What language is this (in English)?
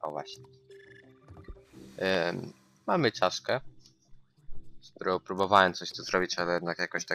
Polish